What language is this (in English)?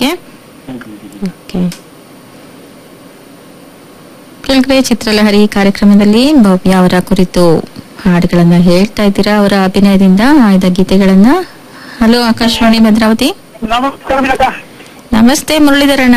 Kannada